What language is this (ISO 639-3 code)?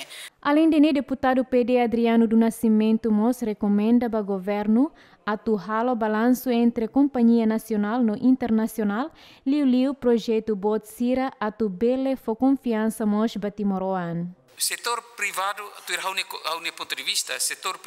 tet